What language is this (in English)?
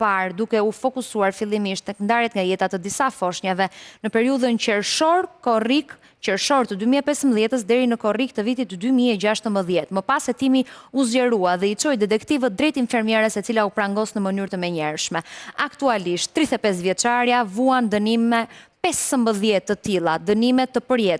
Albanian